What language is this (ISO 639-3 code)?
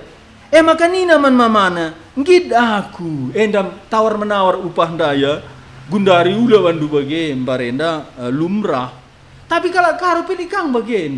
btx